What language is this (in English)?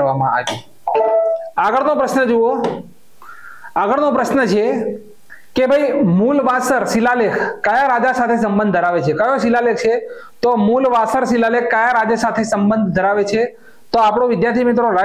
Gujarati